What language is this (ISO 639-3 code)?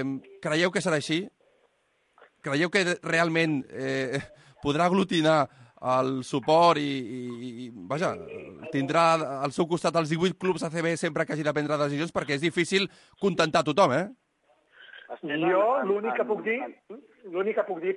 cat